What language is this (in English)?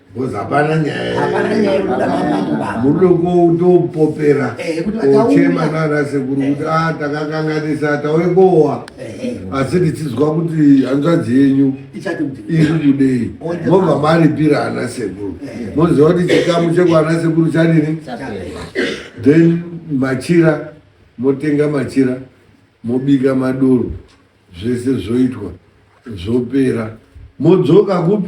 Shona